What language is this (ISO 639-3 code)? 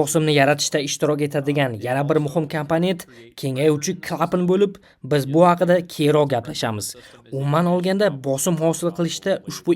uzb